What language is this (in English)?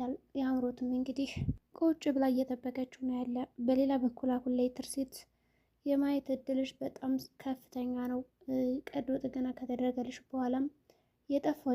Amharic